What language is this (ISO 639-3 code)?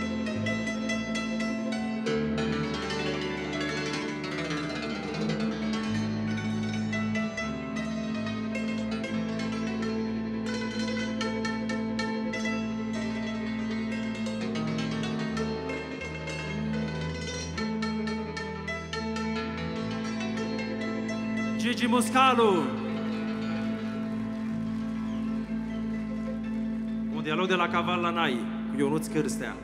ron